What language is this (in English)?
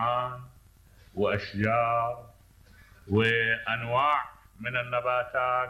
Mesopotamian Arabic